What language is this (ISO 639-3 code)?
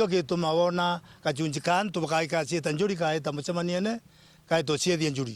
mer